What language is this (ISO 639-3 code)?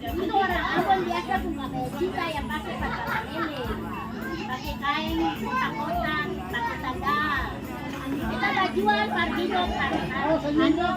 abs